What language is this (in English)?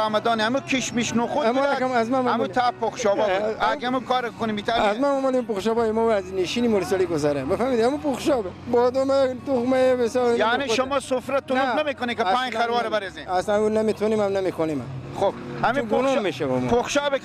Persian